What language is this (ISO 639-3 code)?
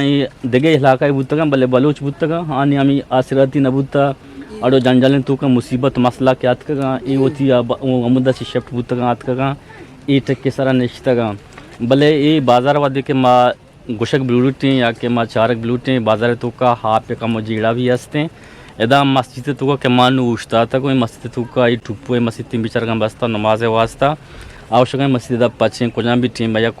bgp